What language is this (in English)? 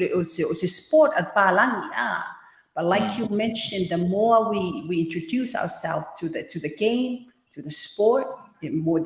Samoan